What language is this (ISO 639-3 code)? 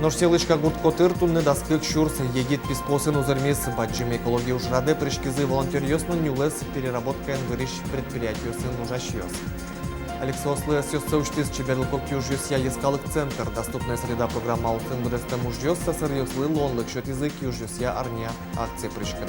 udm